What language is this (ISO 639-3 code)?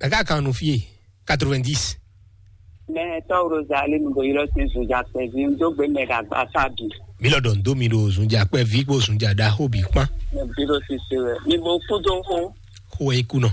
fon